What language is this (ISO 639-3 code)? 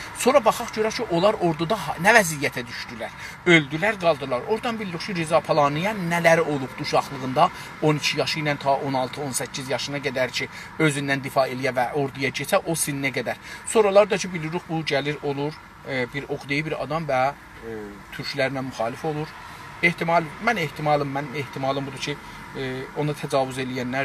azb